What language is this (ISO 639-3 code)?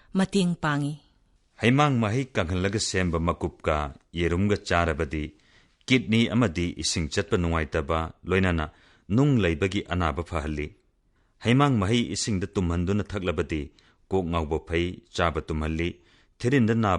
mni